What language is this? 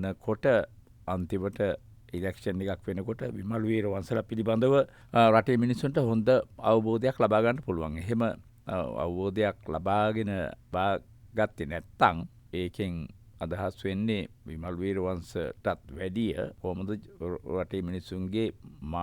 Sinhala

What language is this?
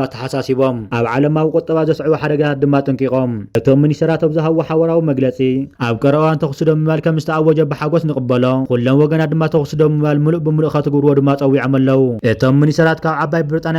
Tigrinya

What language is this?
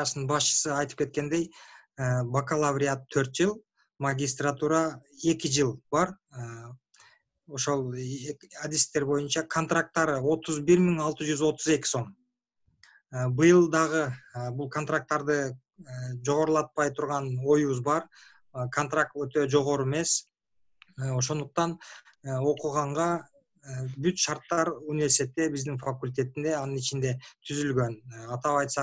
Kyrgyz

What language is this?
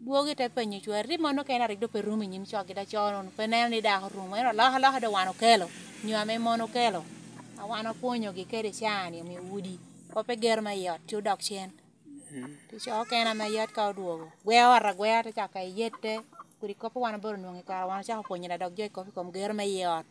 Lango (Uganda)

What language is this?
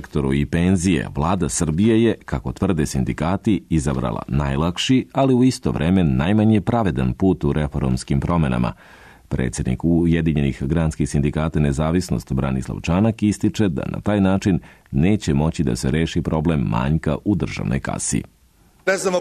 Serbian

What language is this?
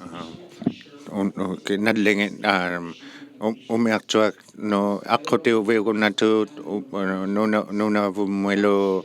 Inuktitut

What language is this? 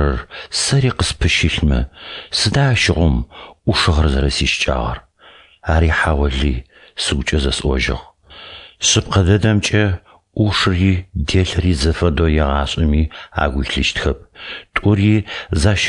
Adyghe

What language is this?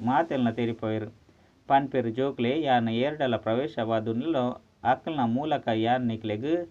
Tulu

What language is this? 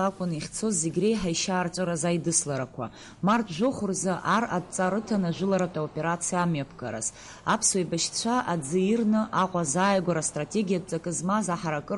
Abkhazian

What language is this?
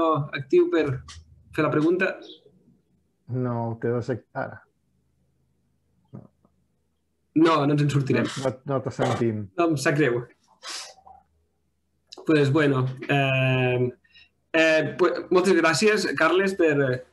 Catalan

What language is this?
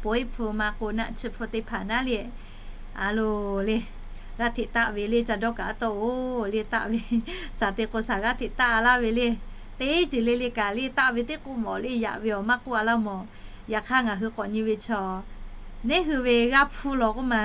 Lahu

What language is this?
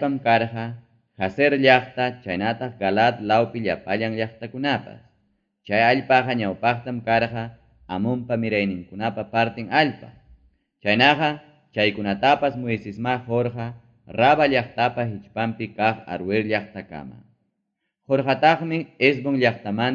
Ayacucho Quechua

